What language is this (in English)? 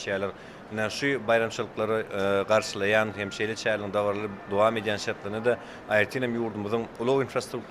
Turkmen